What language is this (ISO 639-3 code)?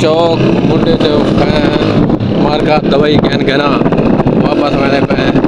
skr